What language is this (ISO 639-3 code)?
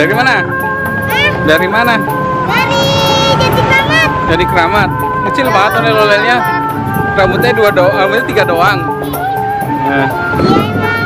bew